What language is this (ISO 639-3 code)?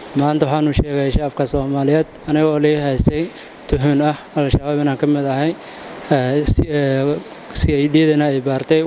som